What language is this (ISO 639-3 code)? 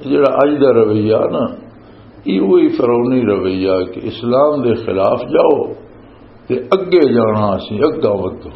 lah